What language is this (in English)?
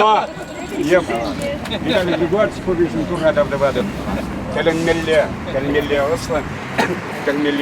Chuvash